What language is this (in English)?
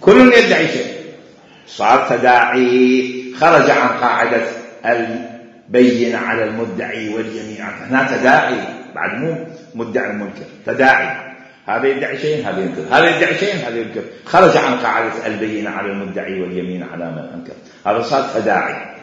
Mesopotamian Arabic